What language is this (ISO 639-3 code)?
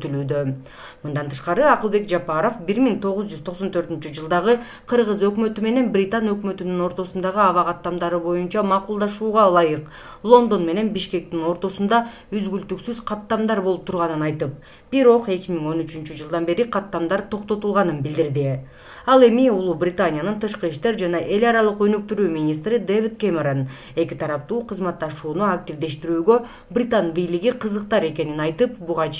kir